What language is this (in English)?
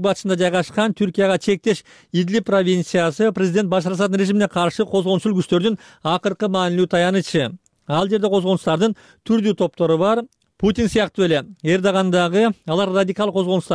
Kyrgyz